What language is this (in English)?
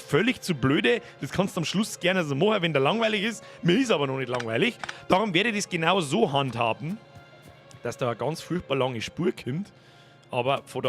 Bavarian